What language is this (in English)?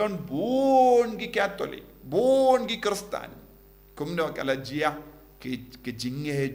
Khasi